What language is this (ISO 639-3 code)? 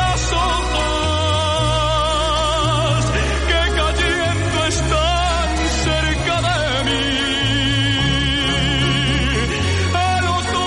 spa